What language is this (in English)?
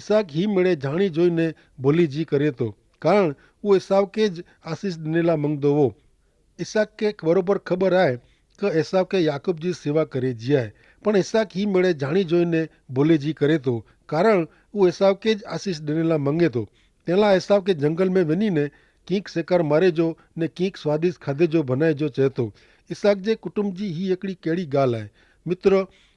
Kachhi